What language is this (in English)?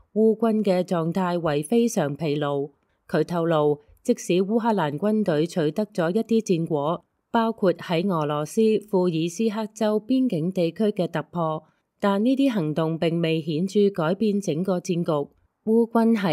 Cantonese